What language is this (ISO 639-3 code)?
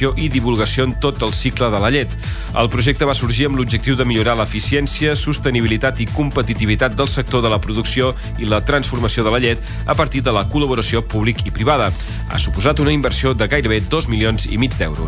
cat